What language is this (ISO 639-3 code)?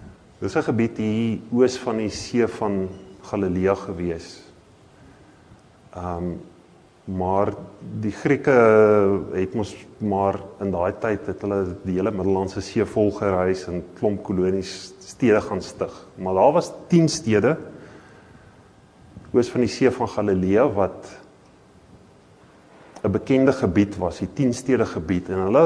afr